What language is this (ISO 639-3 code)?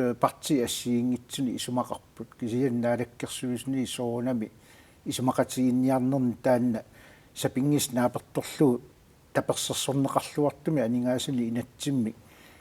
kal